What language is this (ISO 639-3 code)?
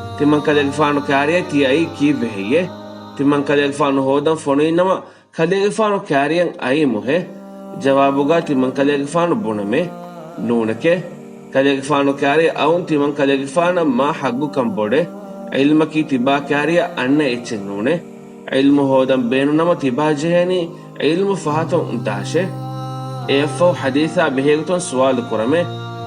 div